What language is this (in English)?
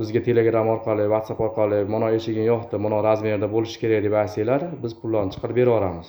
Uzbek